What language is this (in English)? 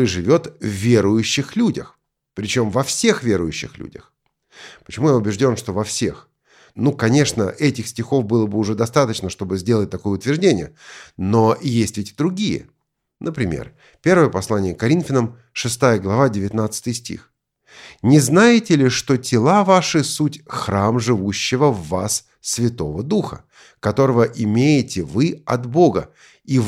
Russian